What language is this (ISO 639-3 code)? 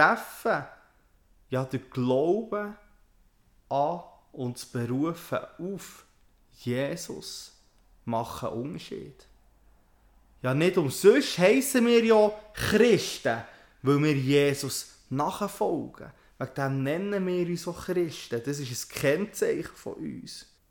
deu